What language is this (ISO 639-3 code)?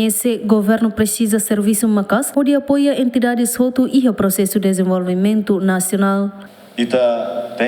tet